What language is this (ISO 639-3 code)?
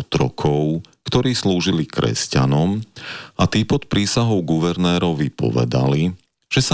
slk